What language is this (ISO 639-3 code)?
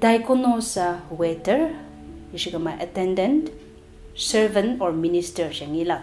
nbe